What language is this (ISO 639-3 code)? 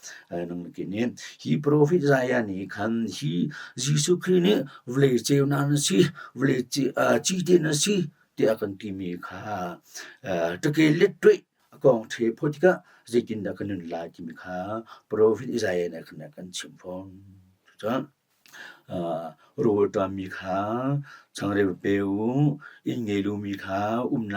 cnh